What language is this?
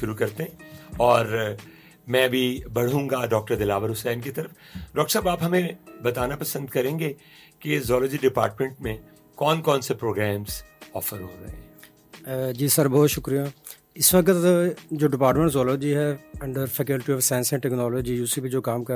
Urdu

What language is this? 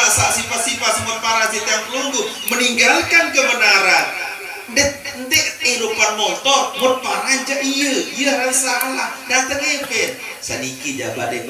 Sasak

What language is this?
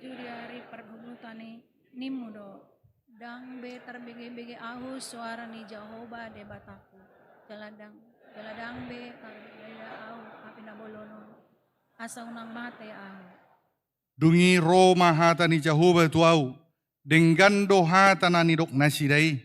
Batak Toba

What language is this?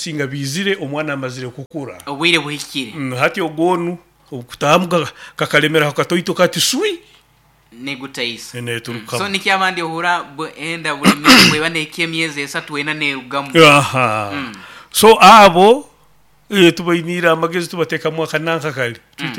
Nyoro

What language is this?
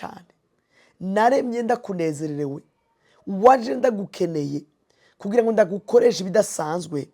Rundi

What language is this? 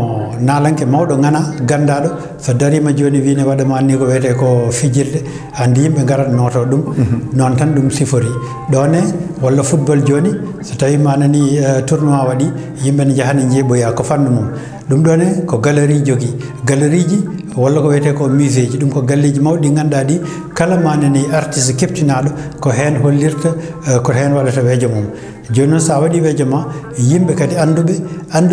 Fula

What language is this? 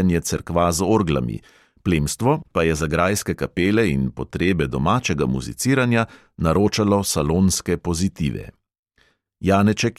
Slovenian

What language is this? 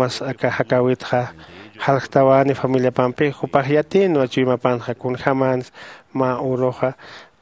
Aymara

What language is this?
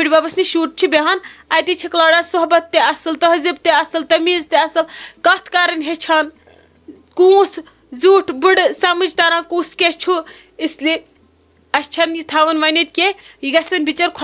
Kashmiri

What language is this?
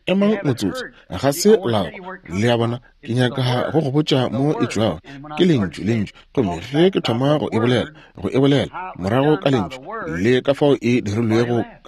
Northern Sotho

